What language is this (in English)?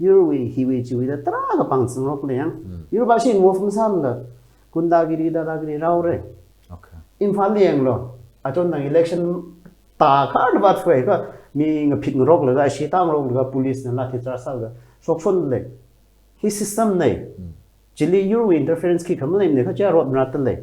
Tangkhul Naga (India)